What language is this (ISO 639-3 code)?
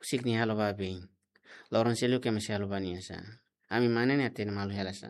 tet